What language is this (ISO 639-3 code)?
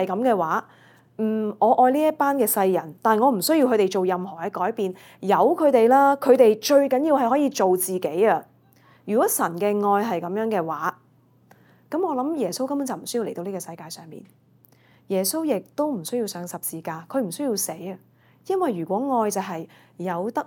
yue